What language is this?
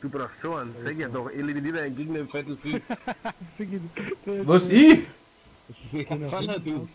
Bavarian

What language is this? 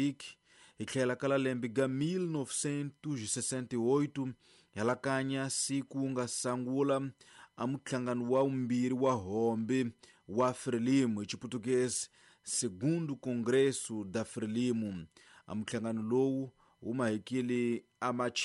Tsonga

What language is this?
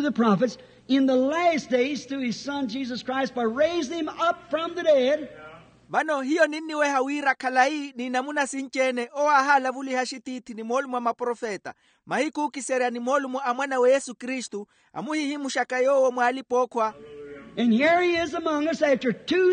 Makhuwa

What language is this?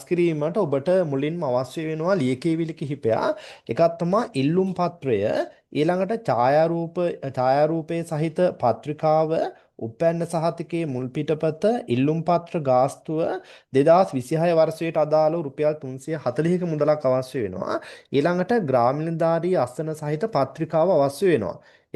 Sinhala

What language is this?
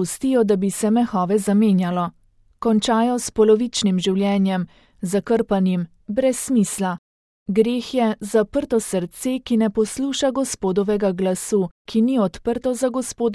Slovenian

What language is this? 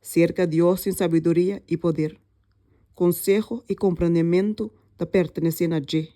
Papiamento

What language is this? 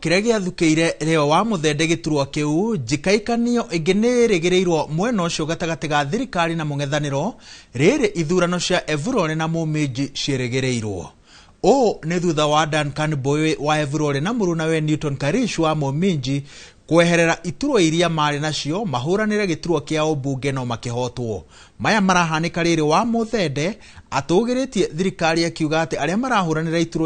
Kikuyu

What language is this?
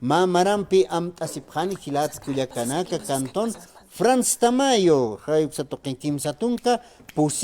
Aymara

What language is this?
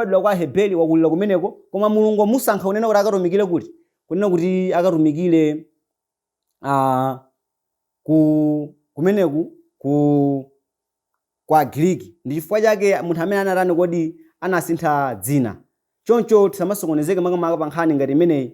Nyanja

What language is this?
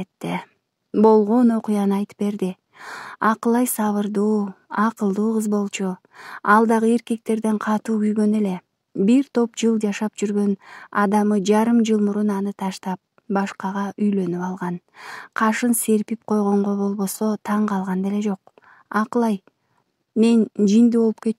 Kyrgyz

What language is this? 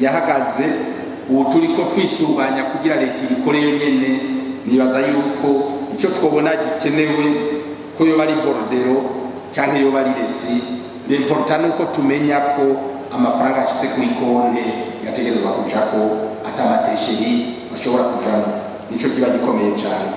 Rundi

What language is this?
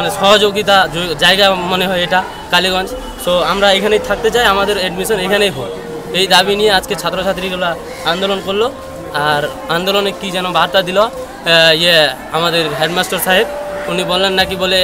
Bangla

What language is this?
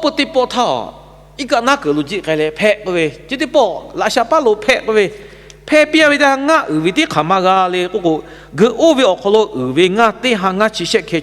Lahu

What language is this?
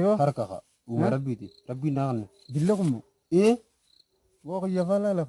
Oromo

